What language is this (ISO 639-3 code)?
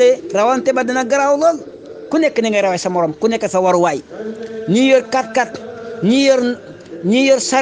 wol